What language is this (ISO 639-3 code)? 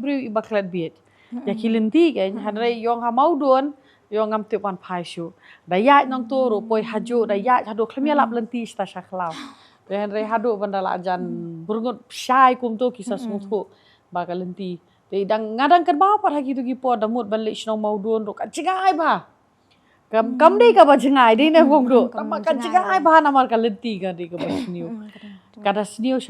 kha